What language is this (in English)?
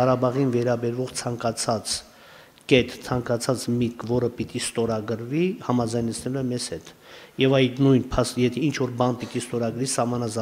Armenian